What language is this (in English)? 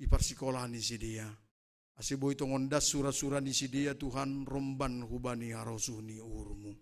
Batak Simalungun